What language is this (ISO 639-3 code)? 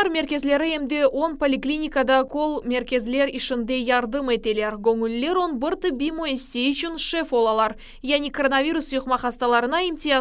crh